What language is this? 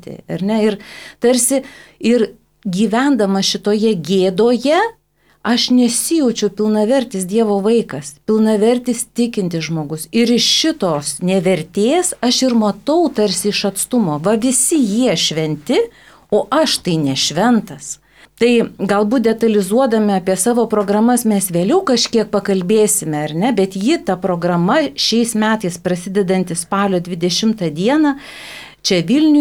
Lithuanian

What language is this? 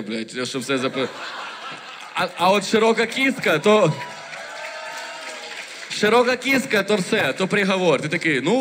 Ukrainian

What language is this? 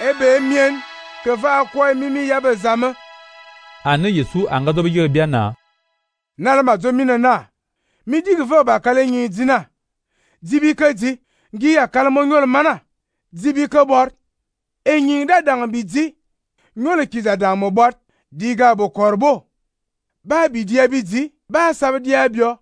Fang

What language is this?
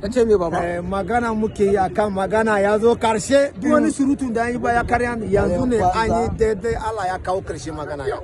Hausa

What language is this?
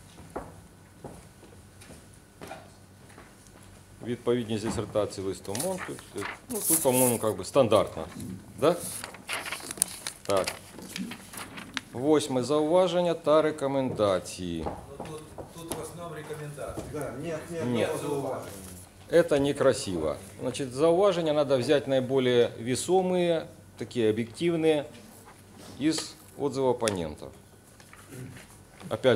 Ukrainian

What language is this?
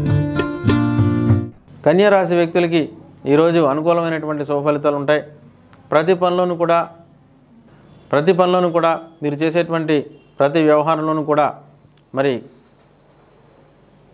Telugu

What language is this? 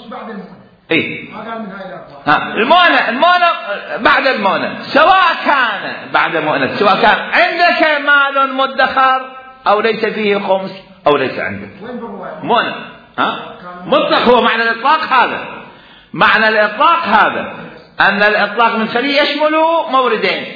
Mesopotamian Arabic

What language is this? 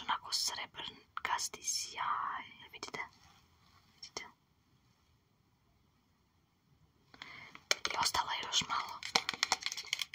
Serbian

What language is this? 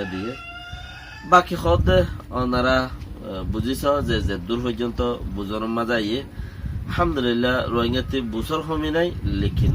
Rohingya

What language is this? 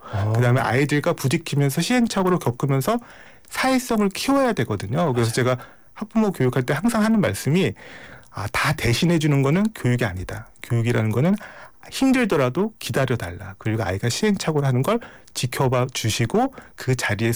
Korean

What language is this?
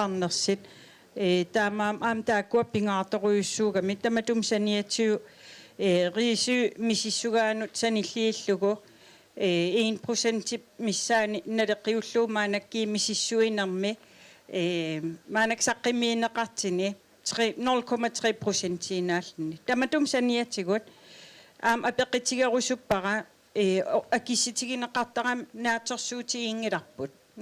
Kalaallisut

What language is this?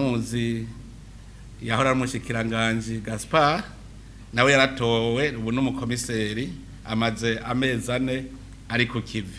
Rundi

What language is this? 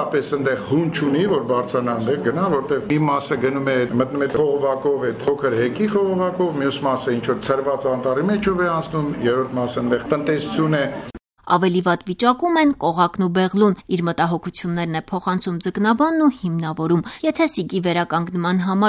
Armenian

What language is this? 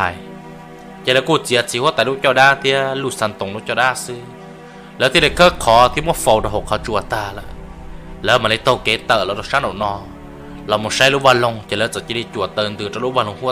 Hmong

